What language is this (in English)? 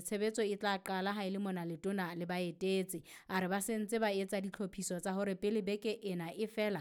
Southern Sotho